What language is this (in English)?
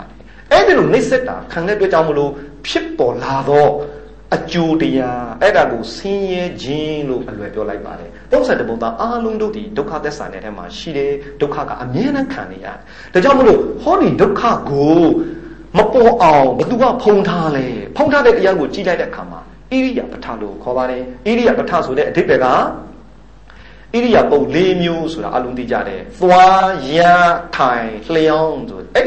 Burmese